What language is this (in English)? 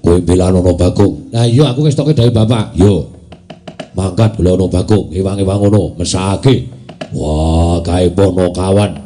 Javanese